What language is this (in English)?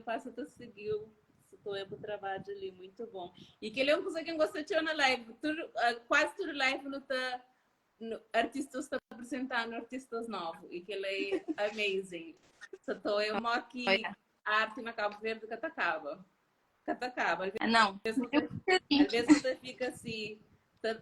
Kabuverdianu